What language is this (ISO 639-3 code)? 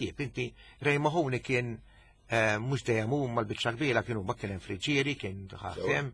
mlt